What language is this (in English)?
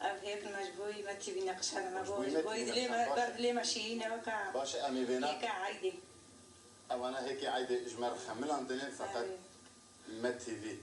Kurdish